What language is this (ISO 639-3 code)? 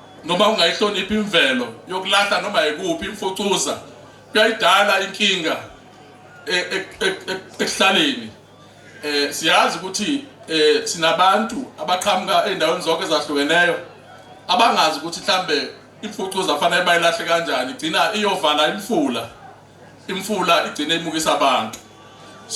zul